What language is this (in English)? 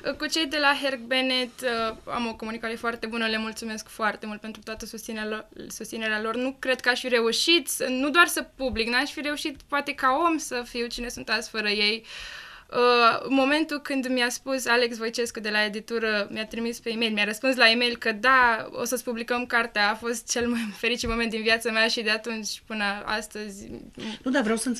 Romanian